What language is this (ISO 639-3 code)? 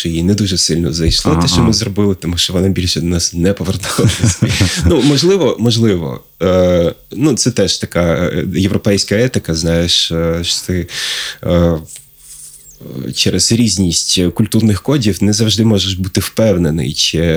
ukr